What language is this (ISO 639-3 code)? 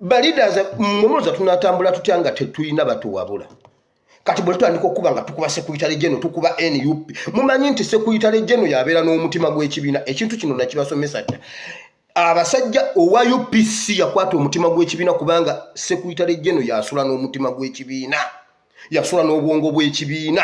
lug